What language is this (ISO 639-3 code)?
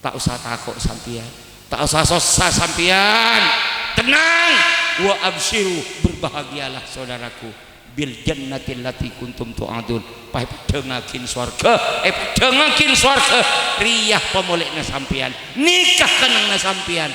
mad